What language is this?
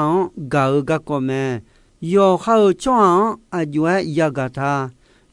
Akha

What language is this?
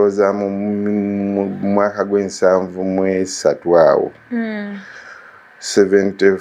Ganda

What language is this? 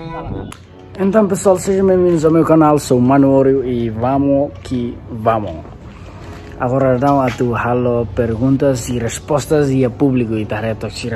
Tetum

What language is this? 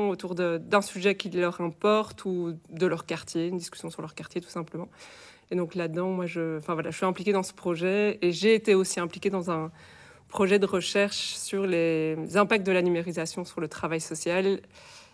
French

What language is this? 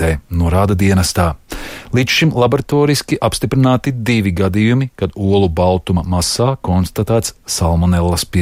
Latvian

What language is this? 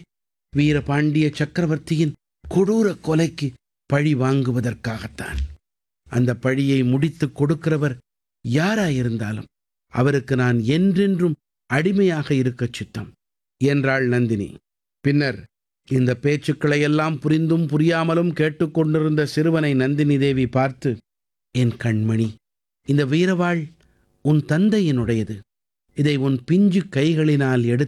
Tamil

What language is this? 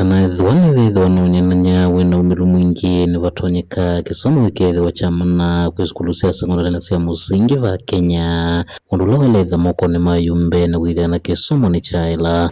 Kamba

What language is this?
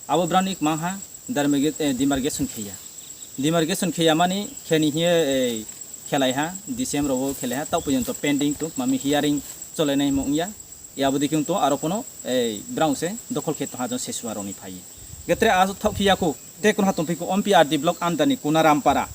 Riang (India)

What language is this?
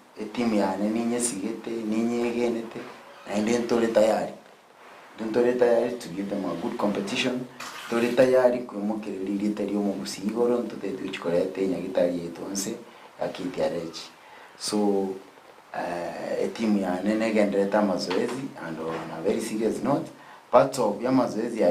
Gusii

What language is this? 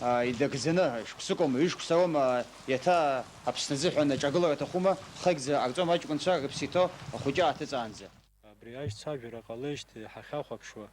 Abkhazian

